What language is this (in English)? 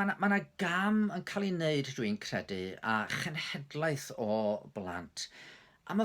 Welsh